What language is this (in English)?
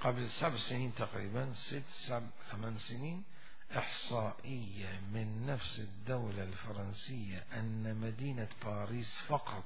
Mesopotamian Arabic